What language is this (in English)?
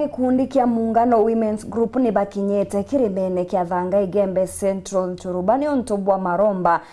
Meru